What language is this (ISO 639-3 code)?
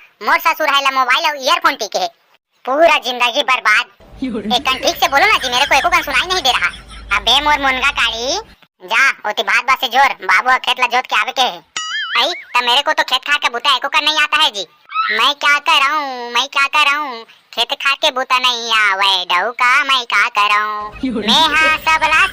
hne